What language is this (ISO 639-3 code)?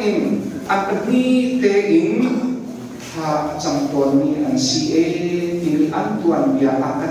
cnh